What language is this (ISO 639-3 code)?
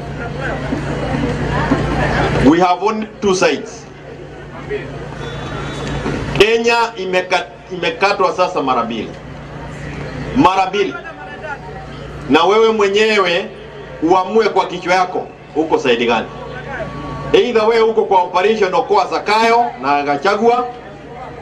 swa